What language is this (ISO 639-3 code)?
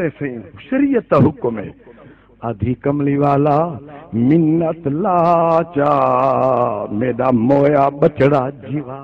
skr